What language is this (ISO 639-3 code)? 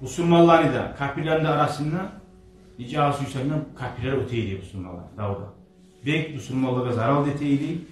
kum